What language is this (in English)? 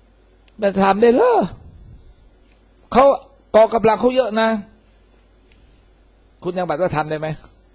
Thai